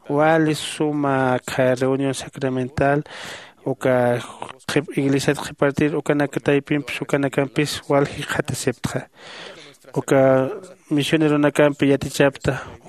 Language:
Aymara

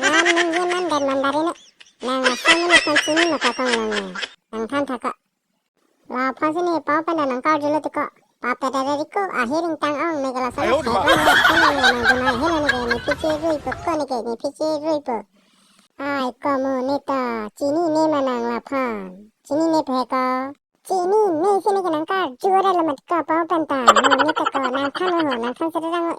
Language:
Karbi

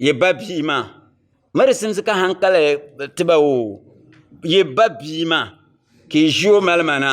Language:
Dagbani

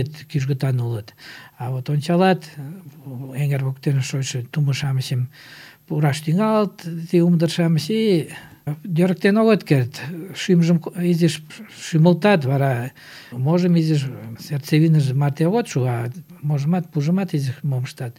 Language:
Mari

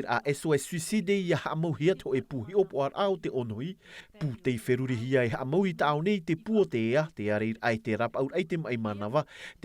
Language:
Tahitian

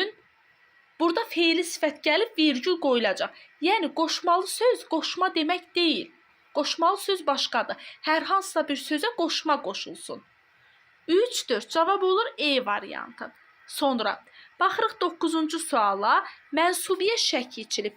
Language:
Azerbaijani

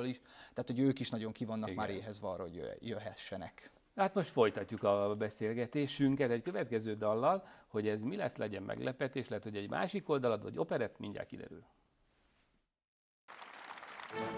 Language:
Hungarian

